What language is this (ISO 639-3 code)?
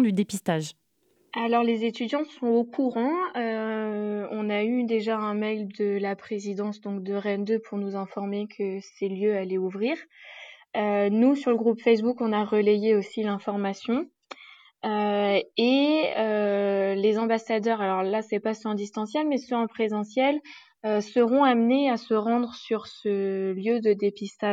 fra